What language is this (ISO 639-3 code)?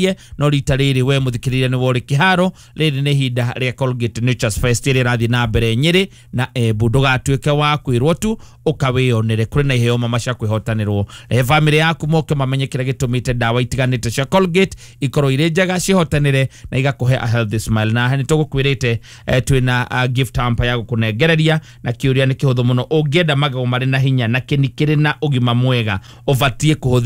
kik